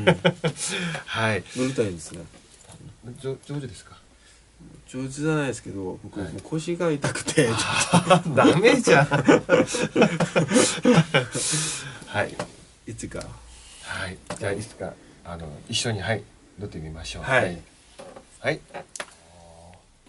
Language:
Japanese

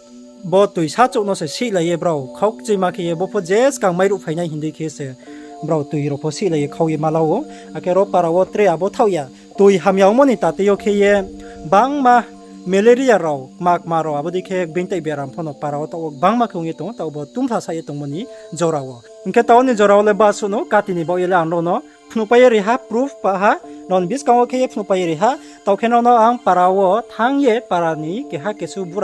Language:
Riang (India)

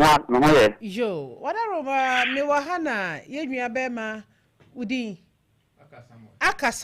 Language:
Akan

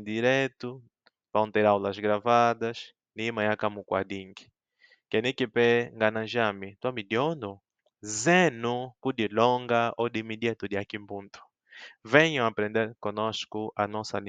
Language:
Kimbundu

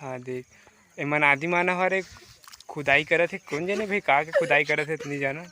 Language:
Chhattisgarhi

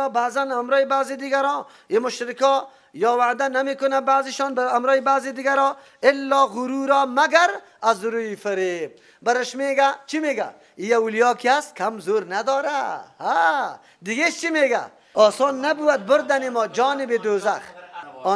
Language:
Persian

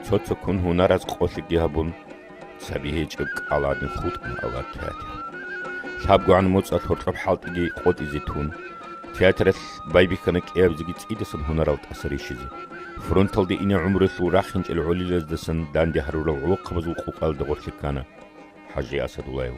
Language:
Avaric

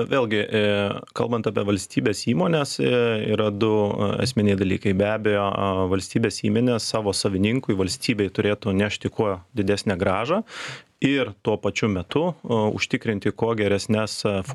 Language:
Lithuanian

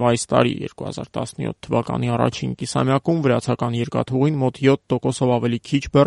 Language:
Armenian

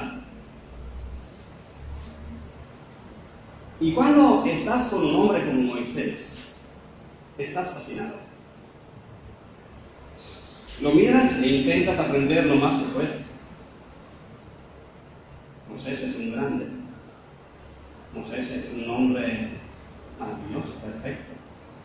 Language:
Spanish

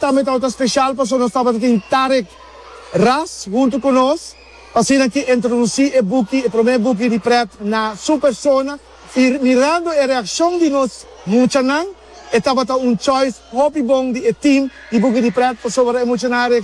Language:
Papiamento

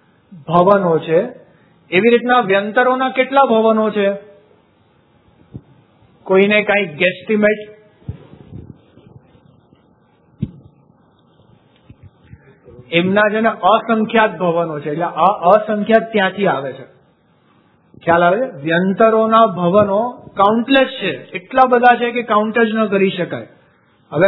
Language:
Gujarati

